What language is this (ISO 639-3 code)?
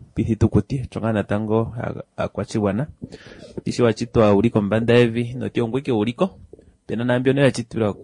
kua